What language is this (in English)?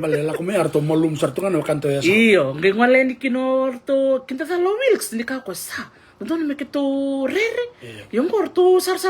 Fijian